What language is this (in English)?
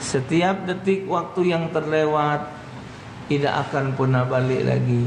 Musi